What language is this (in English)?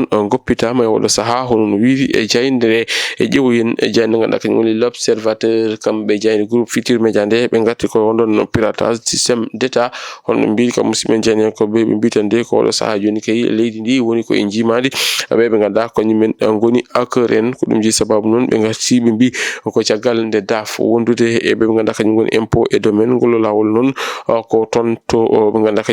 Fula